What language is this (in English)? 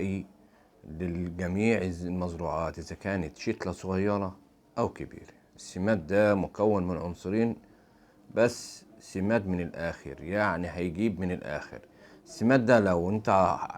Egyptian Arabic